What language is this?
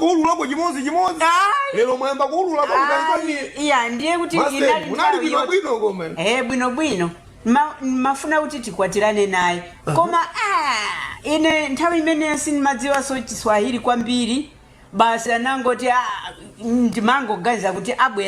Nyanja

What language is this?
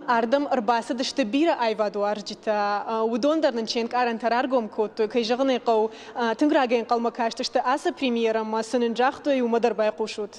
Ossetic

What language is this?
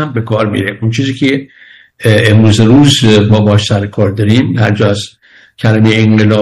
Persian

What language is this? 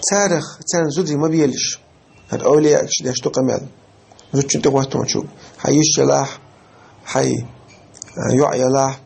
Chechen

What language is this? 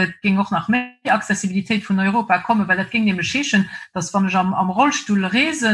Luxembourgish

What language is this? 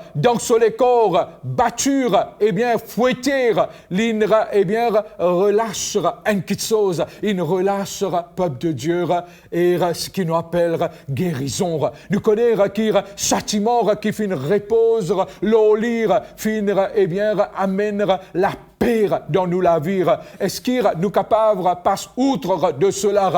Morisyen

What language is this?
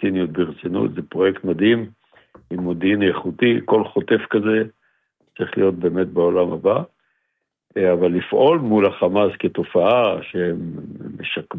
Hebrew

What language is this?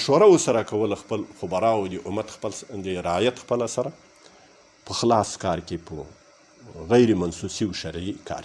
Pashto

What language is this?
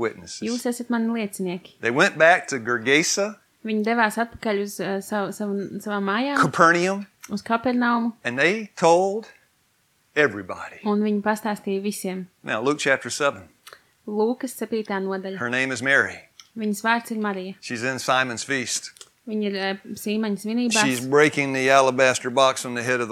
Latvian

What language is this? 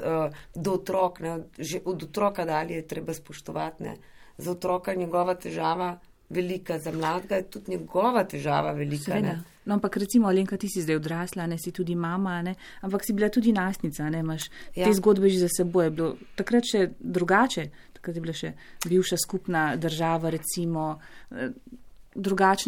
Slovenian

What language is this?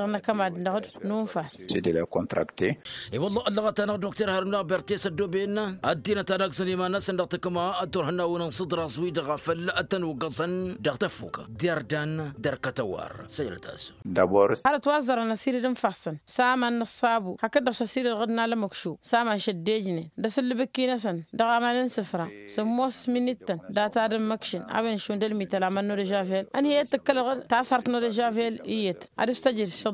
Tamasheq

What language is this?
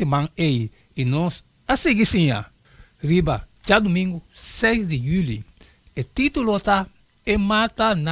Papiamento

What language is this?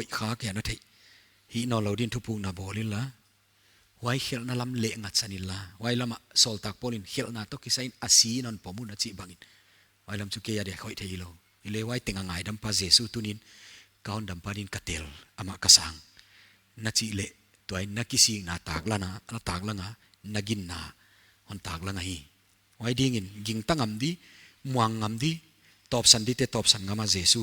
Paite Chin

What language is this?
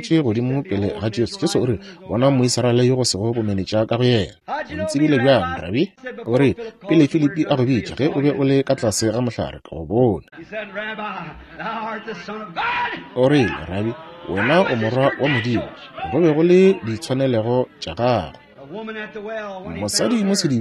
Northern Sotho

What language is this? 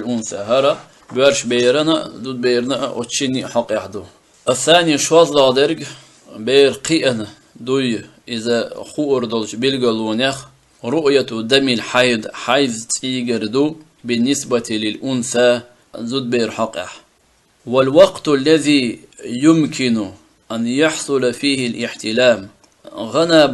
Chechen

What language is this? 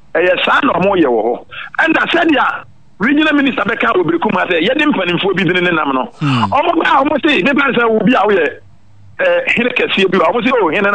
Akan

